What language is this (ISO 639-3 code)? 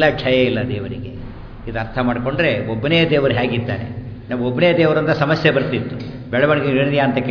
kan